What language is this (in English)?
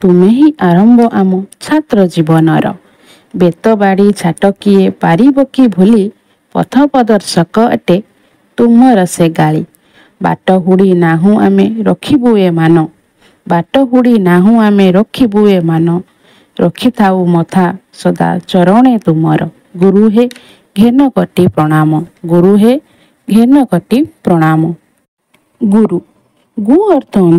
Odia